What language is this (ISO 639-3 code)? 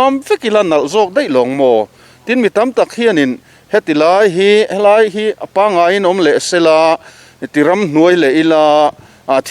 lus